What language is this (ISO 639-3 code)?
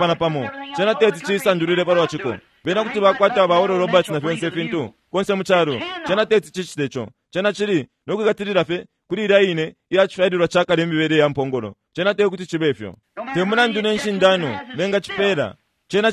bem